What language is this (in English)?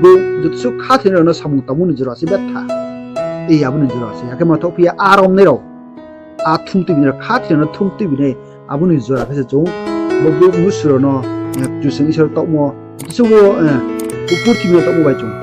Riang (India)